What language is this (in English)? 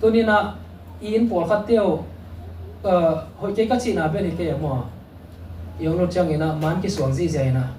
Tedim Chin